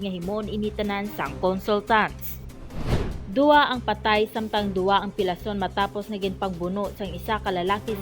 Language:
Hiligaynon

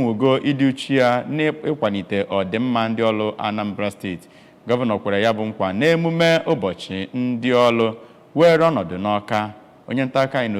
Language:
Igbo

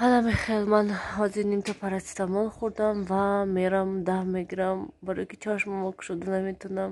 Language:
Tajik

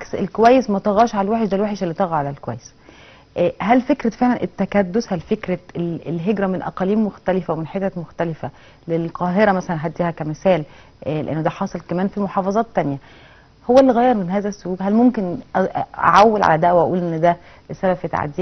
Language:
Egyptian Arabic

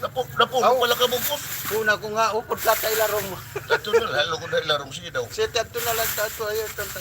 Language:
Waray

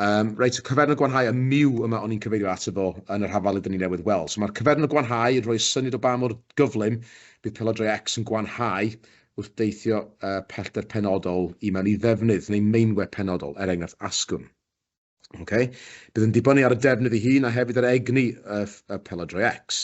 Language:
Welsh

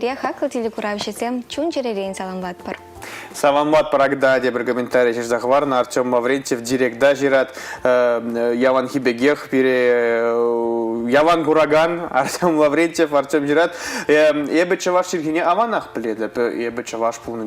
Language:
Chuvash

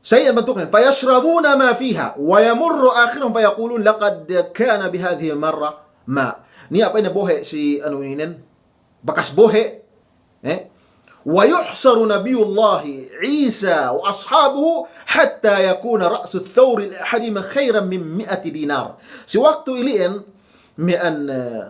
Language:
Yakan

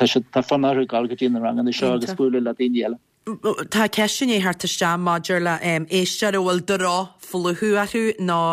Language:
Irish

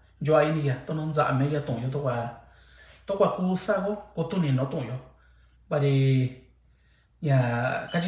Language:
Mixtepec Mixtec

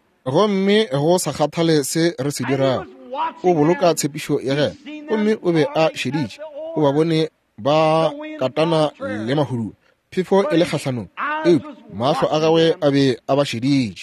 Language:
Northern Sotho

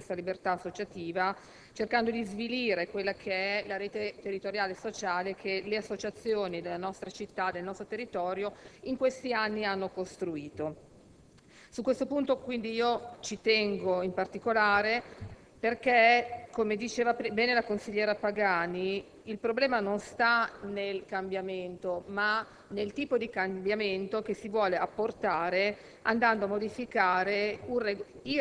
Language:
Italian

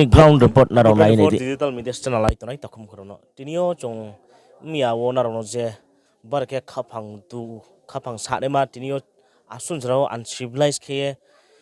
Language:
Riang (India)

